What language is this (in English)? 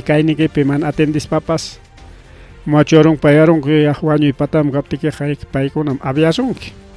Ayacucho Quechua